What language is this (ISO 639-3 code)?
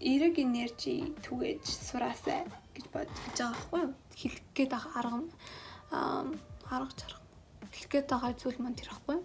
mon